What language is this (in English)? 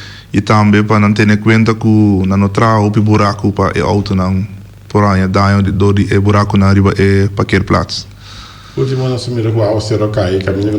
Papiamento